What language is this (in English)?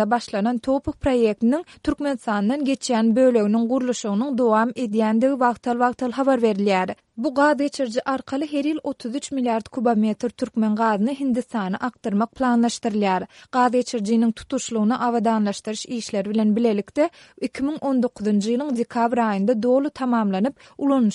Turkmen